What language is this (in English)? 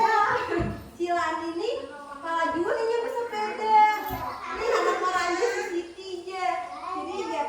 Banjar